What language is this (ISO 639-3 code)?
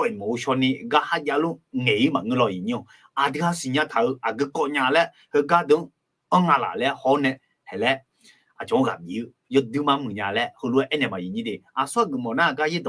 ahk